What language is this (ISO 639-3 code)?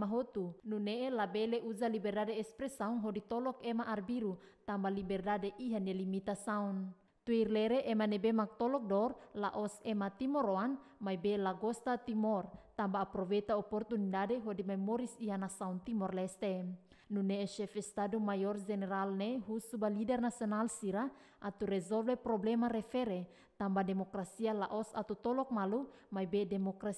tet